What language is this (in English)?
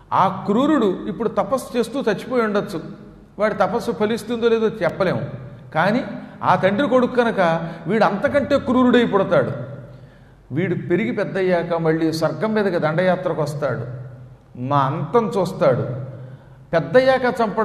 Telugu